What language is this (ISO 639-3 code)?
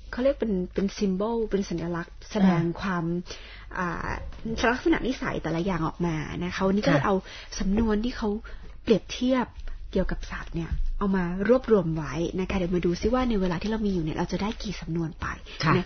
tha